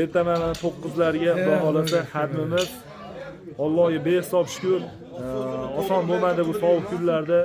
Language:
Uzbek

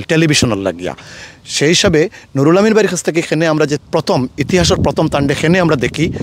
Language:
Sylheti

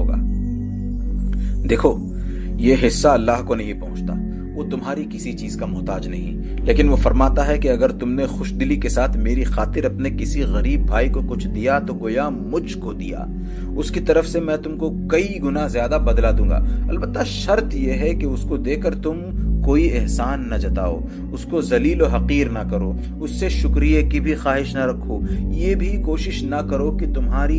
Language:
Urdu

